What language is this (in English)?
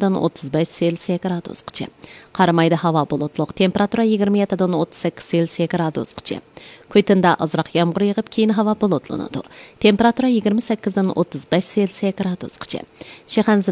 Uyghur